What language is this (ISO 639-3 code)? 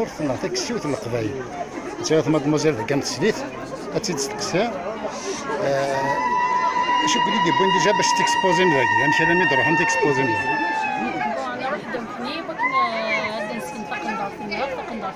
kab